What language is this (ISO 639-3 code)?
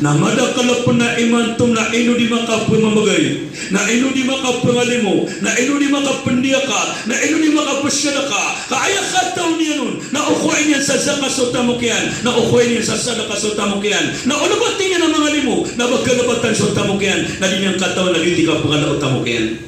mrw